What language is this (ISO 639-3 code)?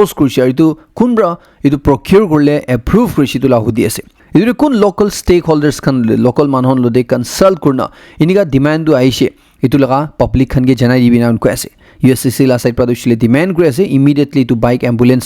nag